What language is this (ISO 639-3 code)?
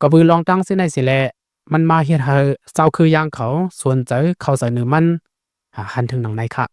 lao